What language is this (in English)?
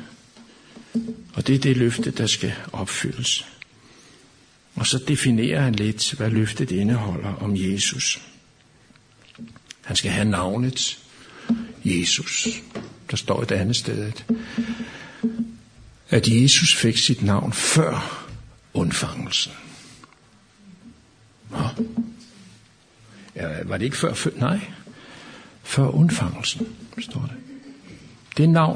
Danish